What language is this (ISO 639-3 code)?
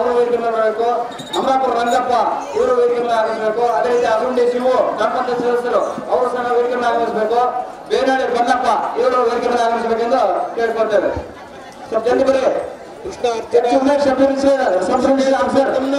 kan